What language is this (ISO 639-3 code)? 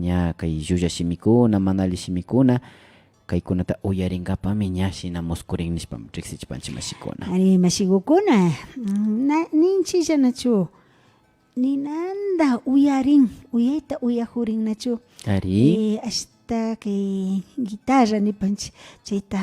qvi